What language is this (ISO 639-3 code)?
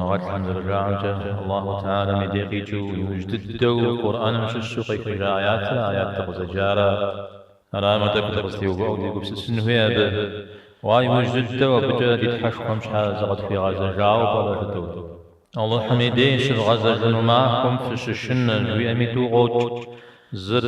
kbd